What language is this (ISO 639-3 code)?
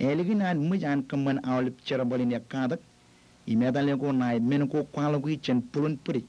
mah